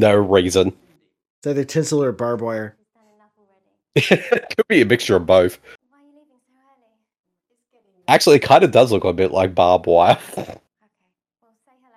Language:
English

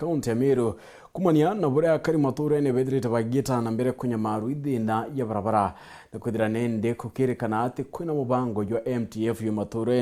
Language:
Meru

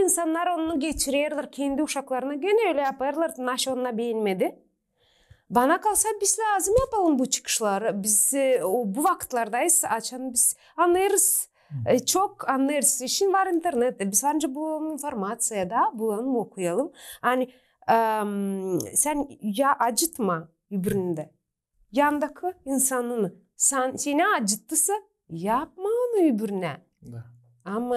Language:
Gagauz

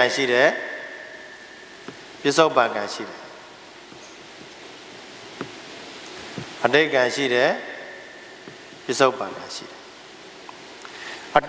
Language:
Burmese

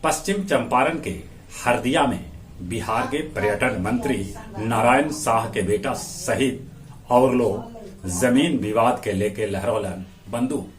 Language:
Magahi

